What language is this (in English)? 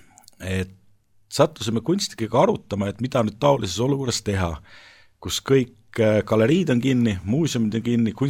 Estonian